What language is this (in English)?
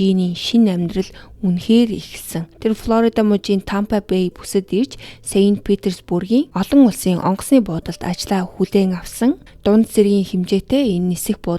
Mongolian